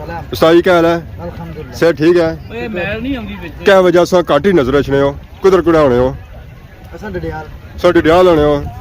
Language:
Pahari-Potwari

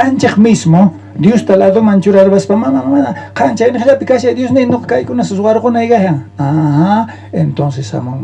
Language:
South Bolivian Quechua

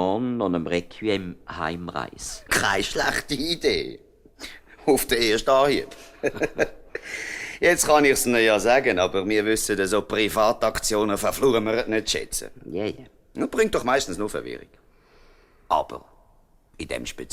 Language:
Swiss German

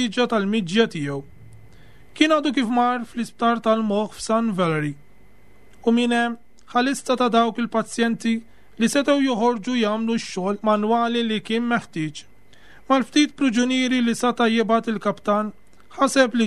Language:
Maltese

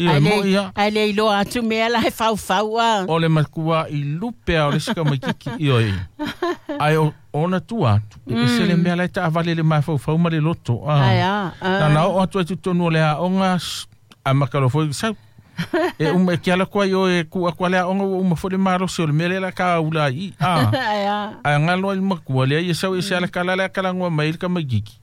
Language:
Samoan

